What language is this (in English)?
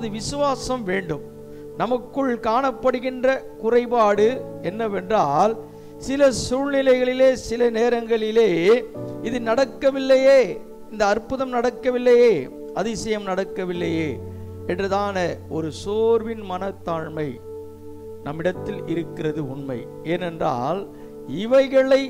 Tamil